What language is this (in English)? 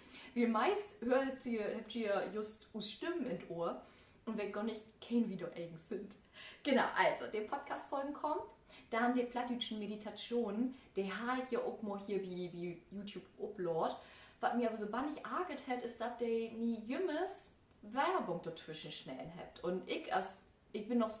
Low German